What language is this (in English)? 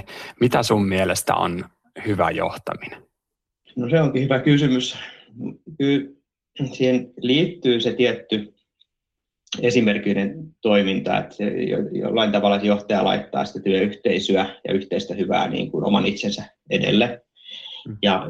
Finnish